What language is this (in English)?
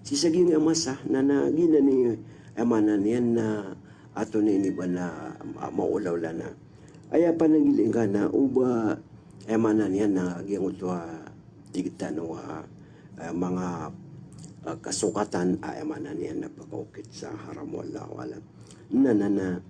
Maranao